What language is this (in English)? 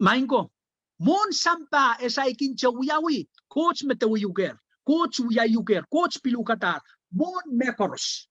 Pohnpeian